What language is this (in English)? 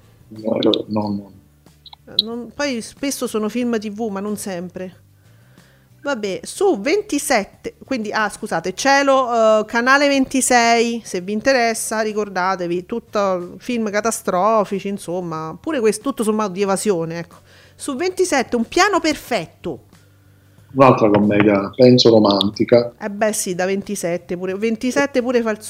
Italian